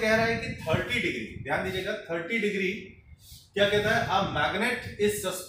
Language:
Hindi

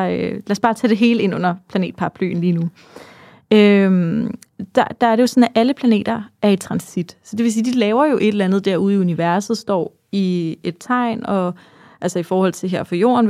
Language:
Danish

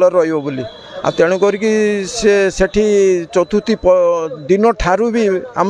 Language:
Odia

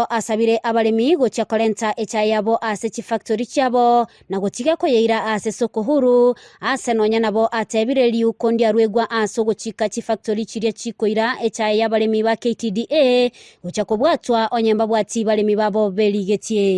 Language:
Gusii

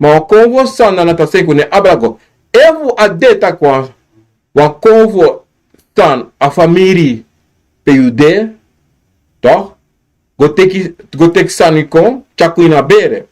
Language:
Sranan Tongo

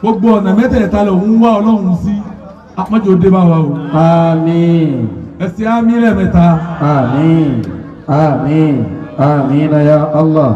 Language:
Yoruba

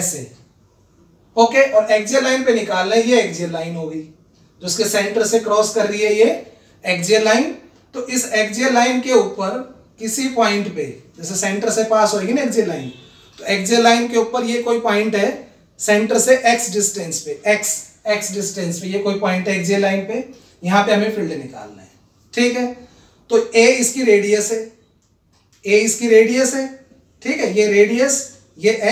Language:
Hindi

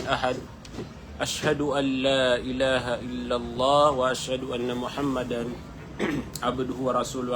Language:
Maranao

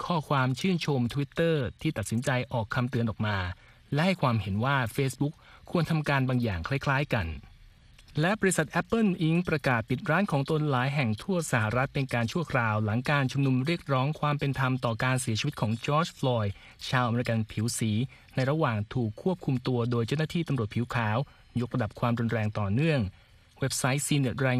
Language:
Thai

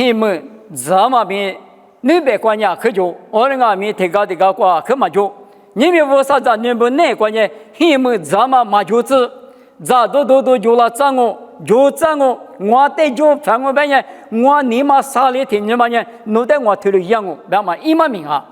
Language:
Lisu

